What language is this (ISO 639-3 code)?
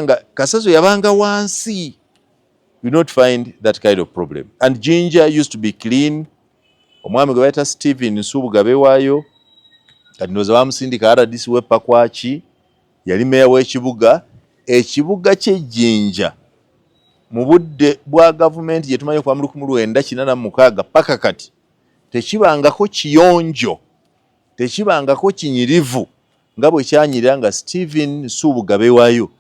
lug